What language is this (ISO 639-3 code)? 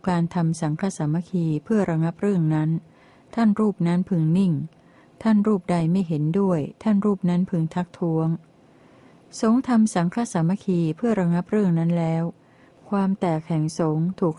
tha